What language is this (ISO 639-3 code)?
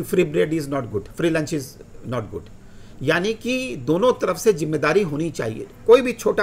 hin